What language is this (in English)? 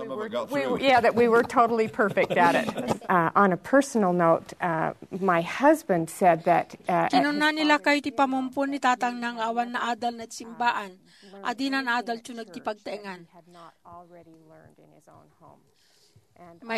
Iloko